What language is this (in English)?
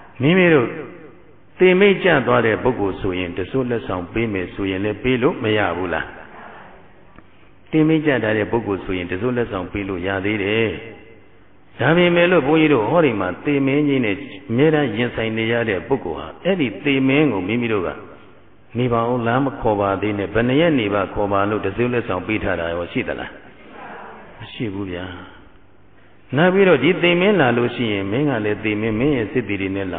Burmese